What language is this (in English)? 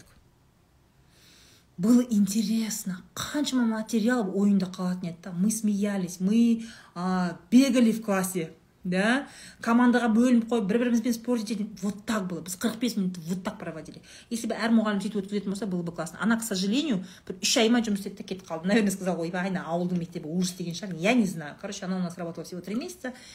Kazakh